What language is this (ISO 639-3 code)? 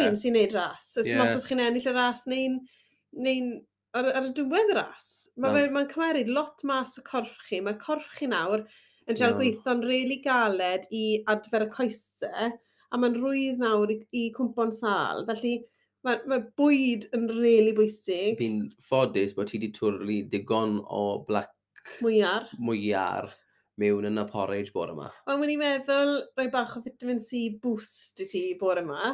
cym